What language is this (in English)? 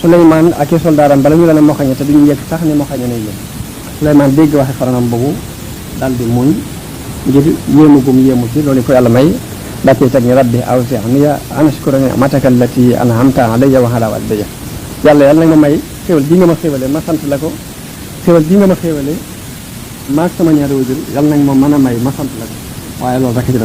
Wolof